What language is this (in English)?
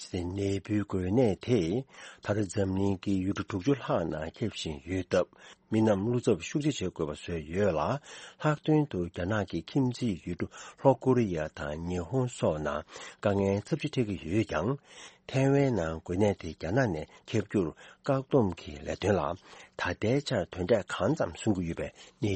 Tibetan